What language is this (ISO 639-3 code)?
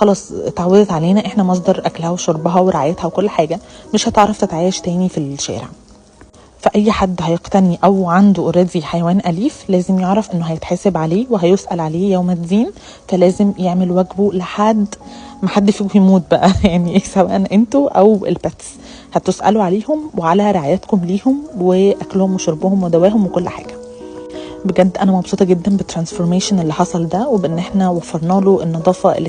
arz